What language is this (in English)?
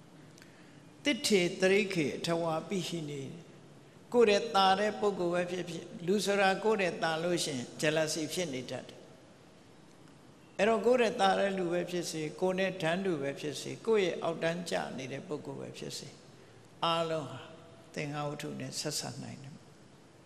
Burmese